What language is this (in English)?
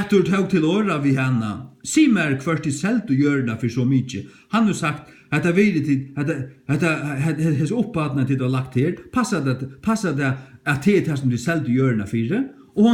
Faroese